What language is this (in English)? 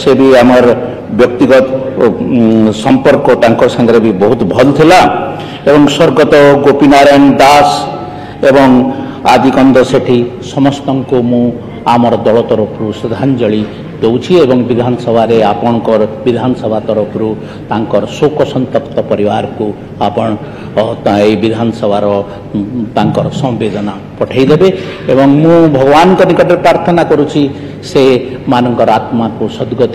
Odia